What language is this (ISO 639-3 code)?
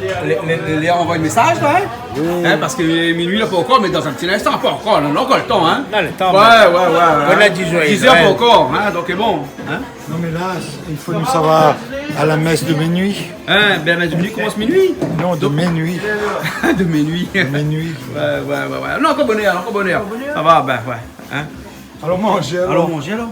rcf